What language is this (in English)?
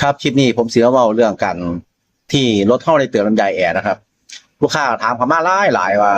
Northeastern Thai